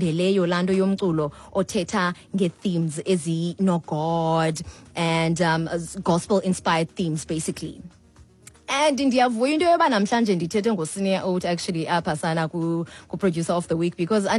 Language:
Xhosa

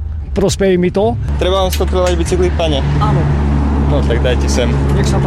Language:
Slovak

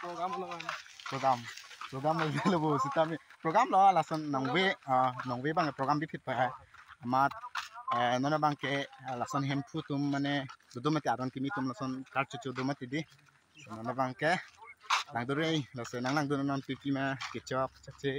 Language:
Karbi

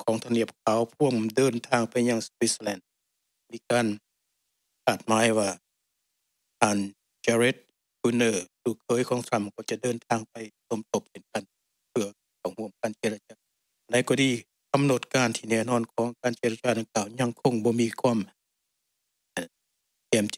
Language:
Thai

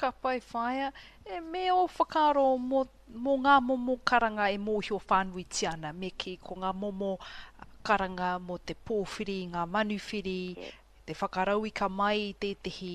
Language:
Māori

